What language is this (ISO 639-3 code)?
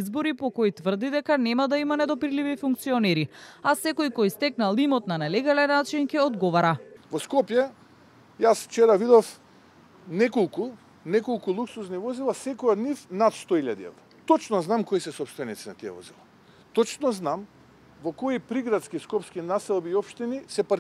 mkd